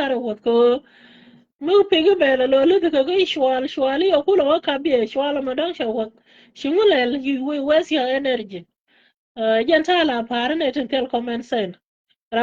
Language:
Nuer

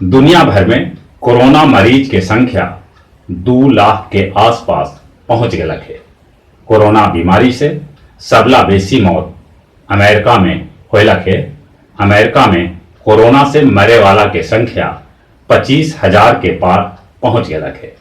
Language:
Magahi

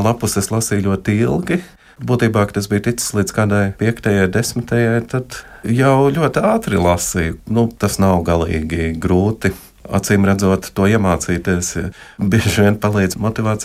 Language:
Latvian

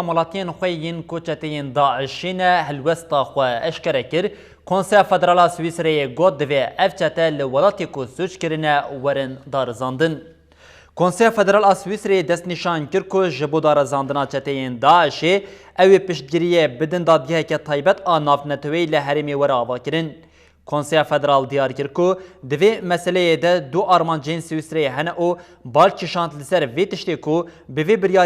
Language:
Kurdish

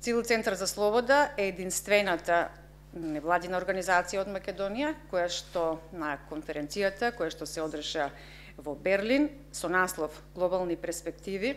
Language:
Macedonian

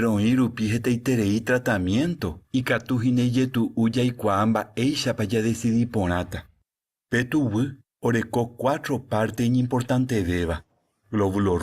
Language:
Guarani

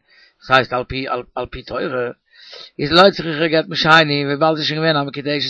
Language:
Yiddish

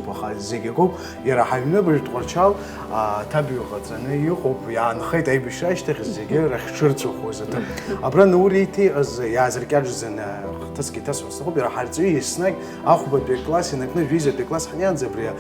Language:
Abkhazian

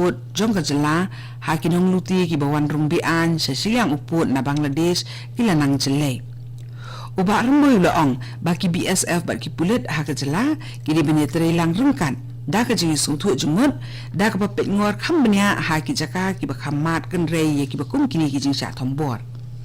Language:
Khasi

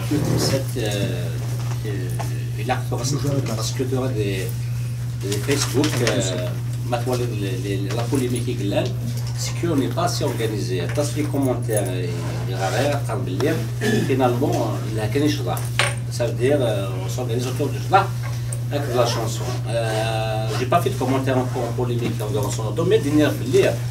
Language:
Kabyle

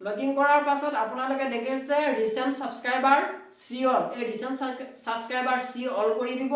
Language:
Assamese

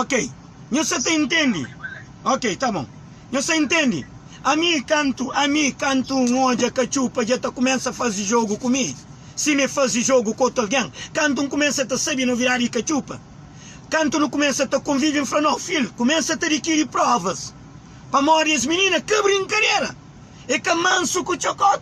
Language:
Kabuverdianu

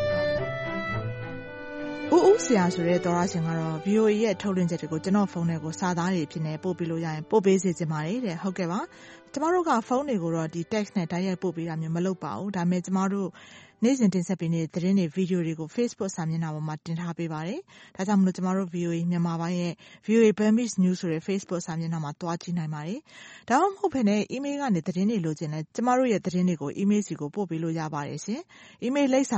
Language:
Burmese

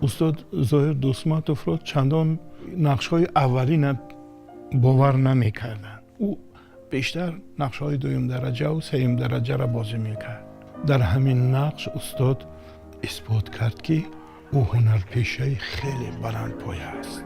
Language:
Tajik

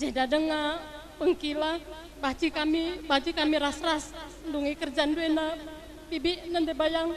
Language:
Batak Karo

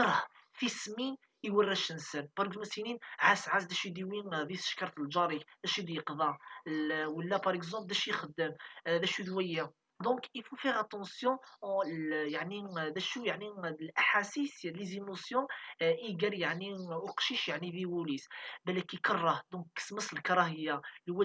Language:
Kabyle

